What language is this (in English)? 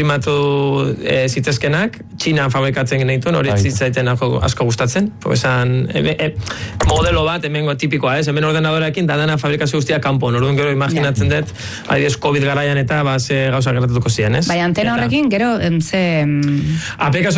Basque